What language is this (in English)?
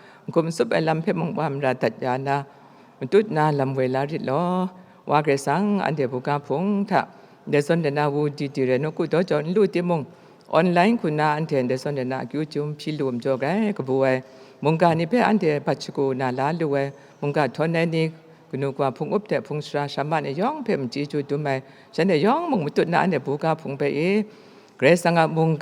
Kachin